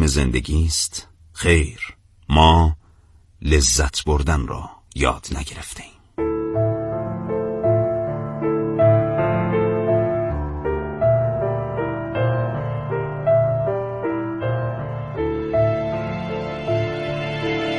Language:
Persian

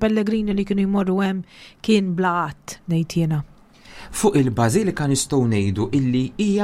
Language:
Maltese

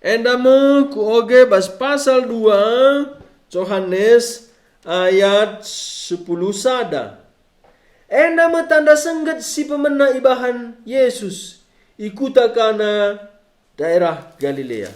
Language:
Batak Karo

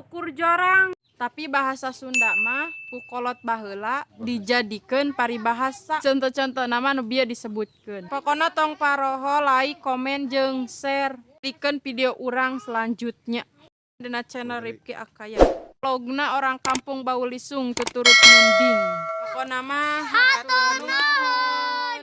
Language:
Sundanese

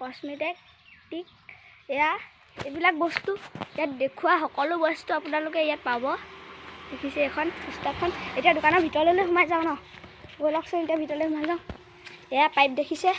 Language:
Assamese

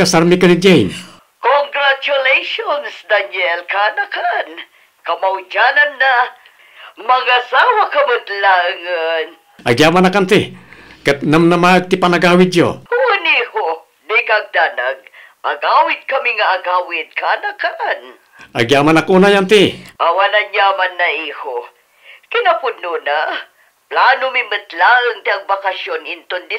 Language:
Iloko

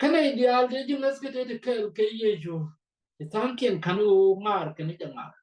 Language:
Nuer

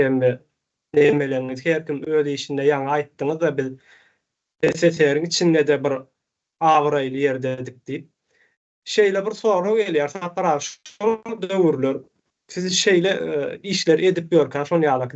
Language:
Turkmen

